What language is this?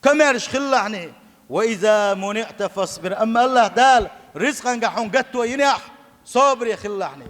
Chechen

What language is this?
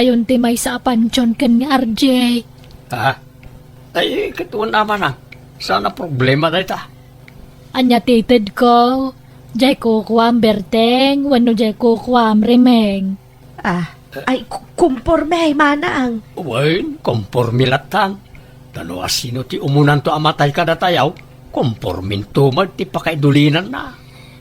Iloko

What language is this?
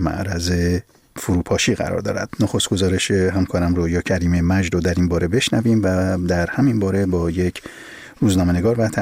Persian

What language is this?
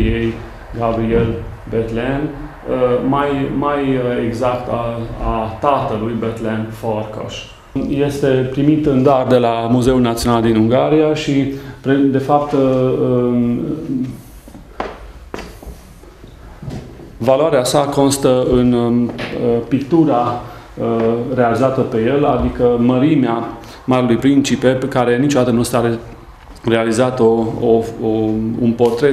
Romanian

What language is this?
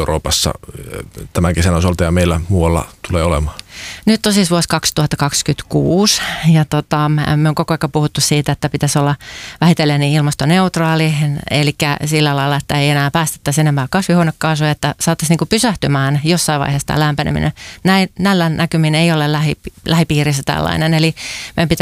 Finnish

